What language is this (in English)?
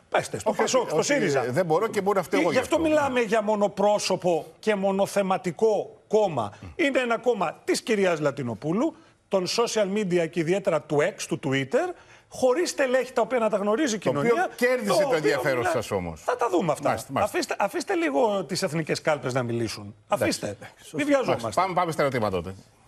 Greek